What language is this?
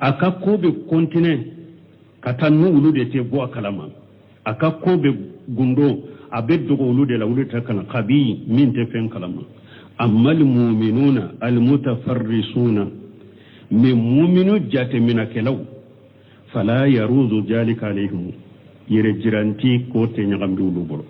Bambara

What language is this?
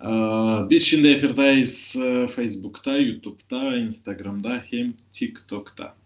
Gagauz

